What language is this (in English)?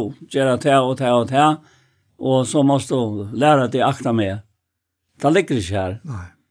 Faroese